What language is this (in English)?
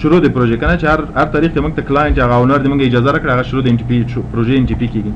Pashto